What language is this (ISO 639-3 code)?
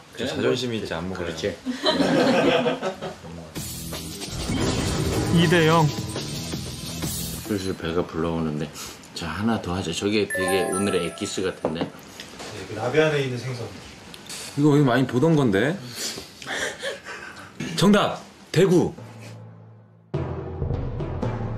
kor